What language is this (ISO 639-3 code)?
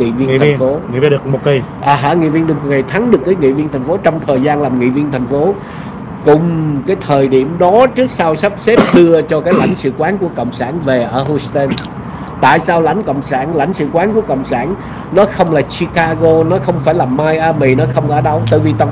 vie